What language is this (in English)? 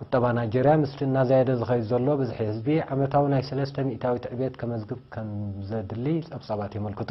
Tigrinya